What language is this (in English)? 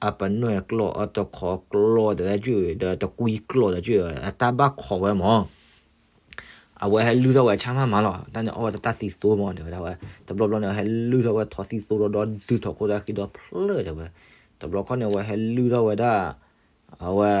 S'gaw Karen